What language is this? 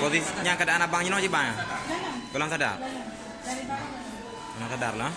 Achinese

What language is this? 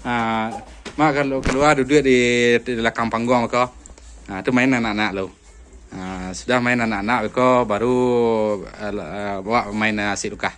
Minangkabau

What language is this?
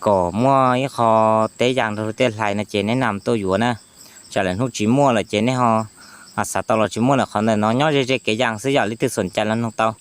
Hmong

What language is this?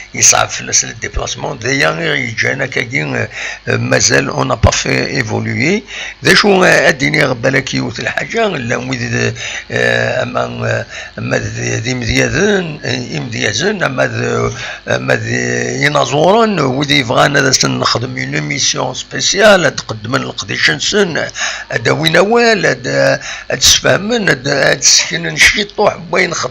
Kabyle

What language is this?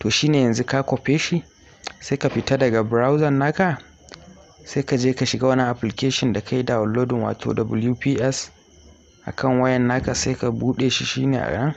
Hausa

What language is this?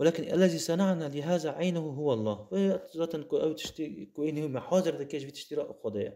Kurdish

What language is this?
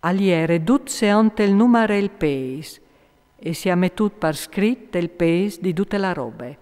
Friulian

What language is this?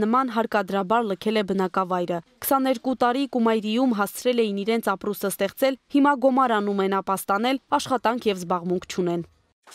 Armenian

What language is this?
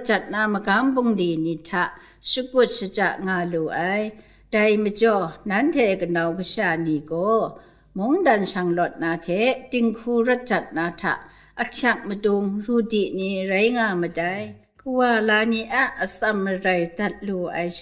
Kachin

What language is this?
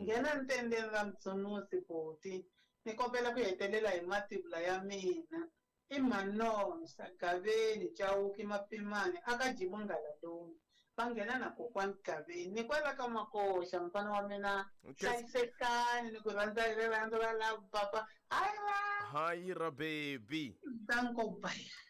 Tsonga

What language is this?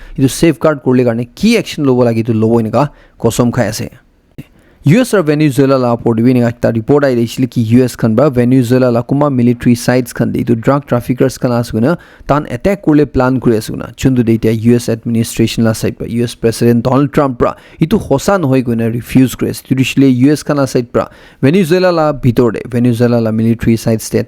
Naga Pidgin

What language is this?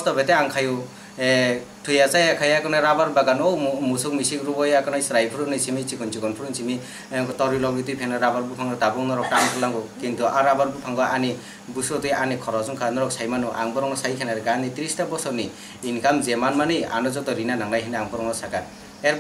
Kok Borok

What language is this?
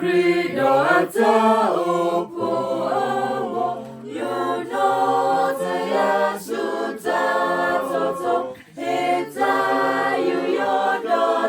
S'gaw Karen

